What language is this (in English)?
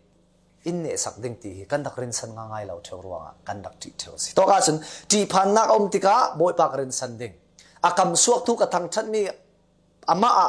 Falam Chin